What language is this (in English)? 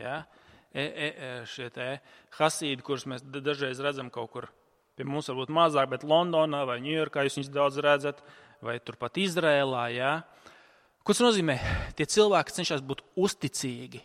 Latvian